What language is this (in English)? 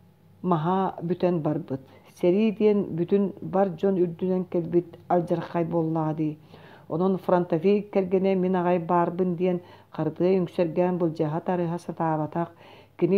Yakut